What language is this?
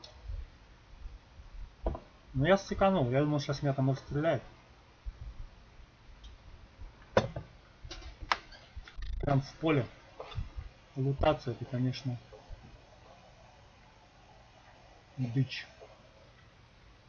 Russian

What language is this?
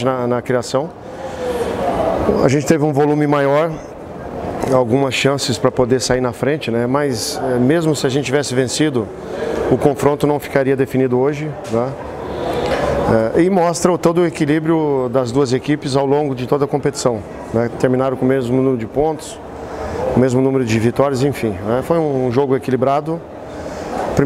Portuguese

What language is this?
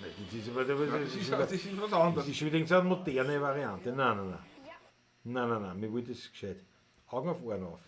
Bavarian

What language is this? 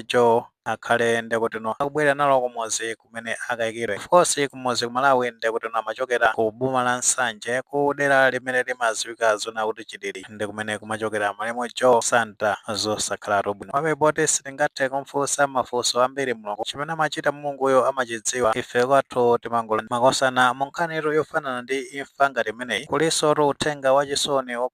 Nyanja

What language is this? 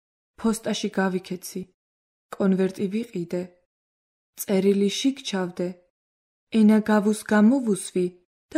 Georgian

